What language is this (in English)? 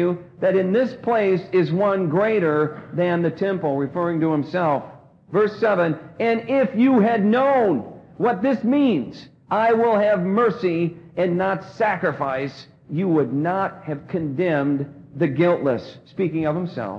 English